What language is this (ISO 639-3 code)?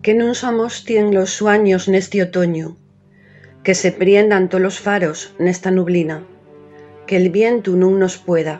ast